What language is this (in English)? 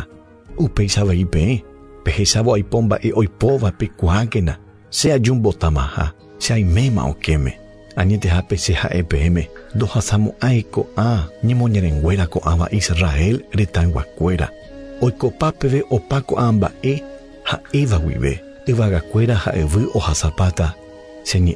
Guarani